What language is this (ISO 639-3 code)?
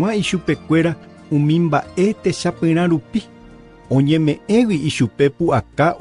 grn